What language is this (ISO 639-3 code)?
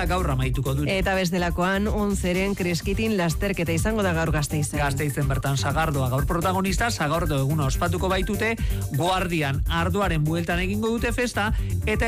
eus